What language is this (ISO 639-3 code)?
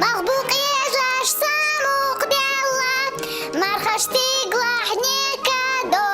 che